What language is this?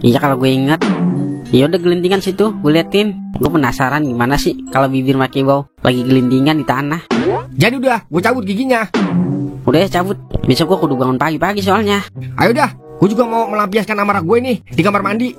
Betawi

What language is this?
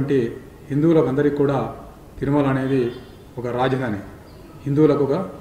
Telugu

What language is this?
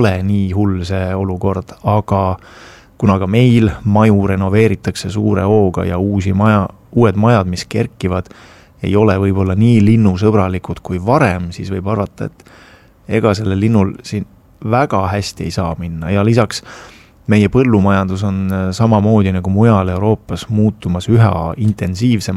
Estonian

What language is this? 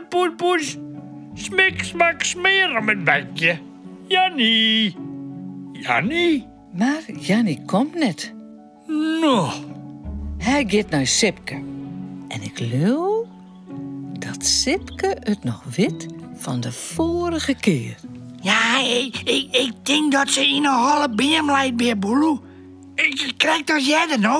Western Frisian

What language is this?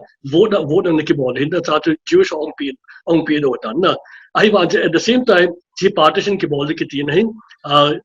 Paite Chin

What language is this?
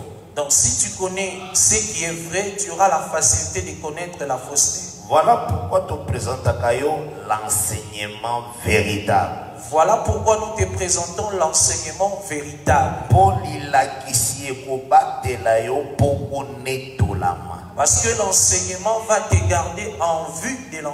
French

